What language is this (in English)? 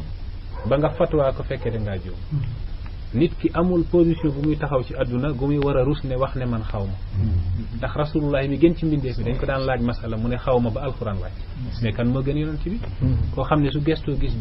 Wolof